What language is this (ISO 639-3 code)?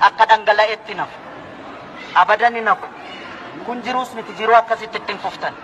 orm